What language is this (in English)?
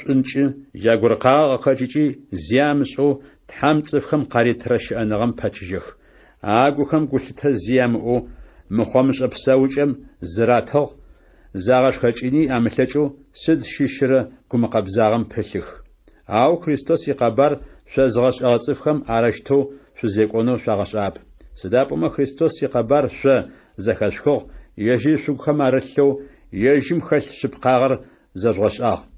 Adyghe